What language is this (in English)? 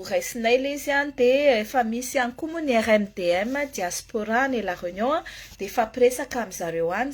Malagasy